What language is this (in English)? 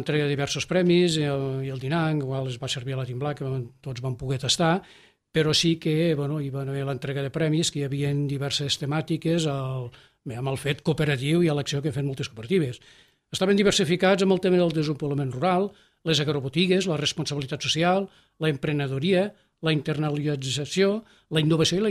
Catalan